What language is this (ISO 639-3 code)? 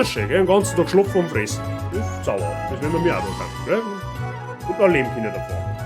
bar